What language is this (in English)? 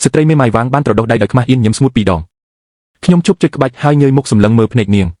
Khmer